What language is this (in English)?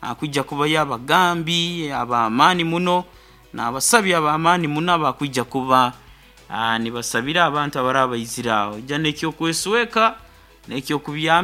Nyankole